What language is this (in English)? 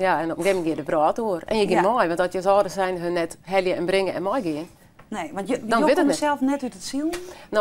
Western Frisian